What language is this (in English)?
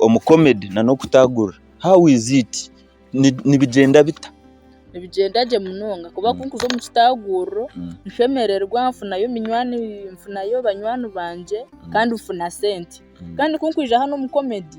Nyankole